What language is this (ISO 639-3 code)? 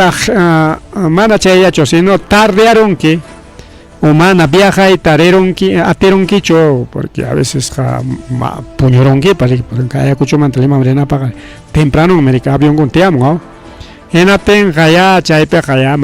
quy